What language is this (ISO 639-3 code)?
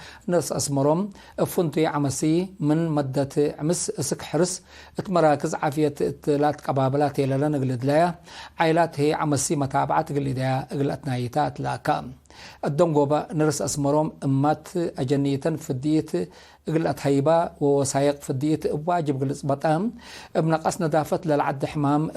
tig